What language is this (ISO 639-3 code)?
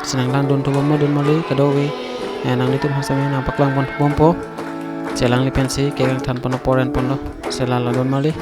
mjw